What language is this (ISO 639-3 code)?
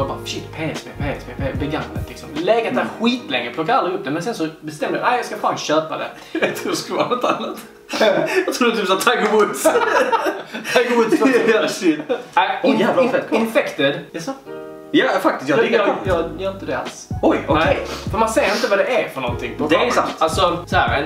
swe